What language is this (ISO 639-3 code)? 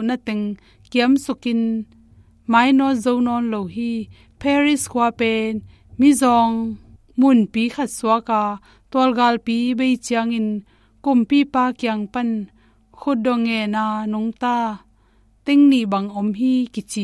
ctd